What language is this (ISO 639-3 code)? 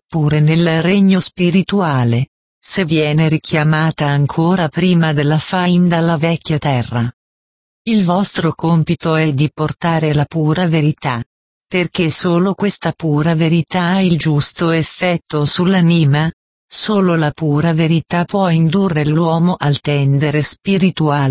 ita